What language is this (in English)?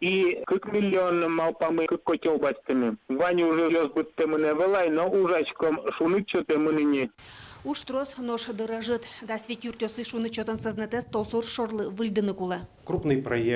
Udmurt